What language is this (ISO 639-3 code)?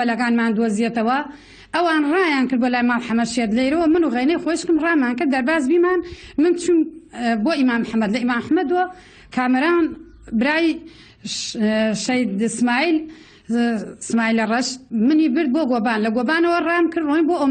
ckb